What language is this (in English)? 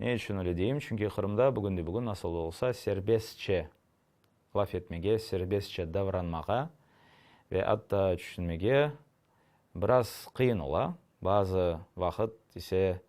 Crimean Tatar